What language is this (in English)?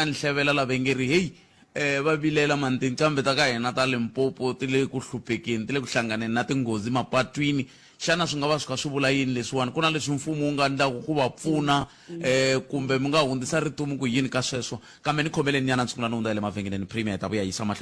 Tsonga